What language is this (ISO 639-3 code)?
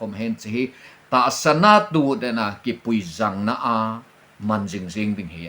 tcz